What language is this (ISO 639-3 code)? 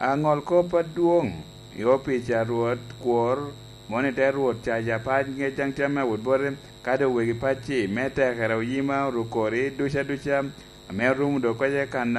laj